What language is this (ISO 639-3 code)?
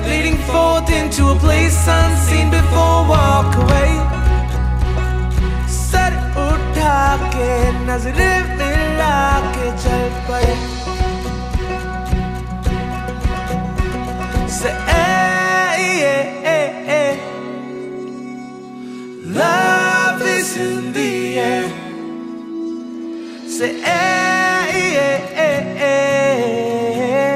mal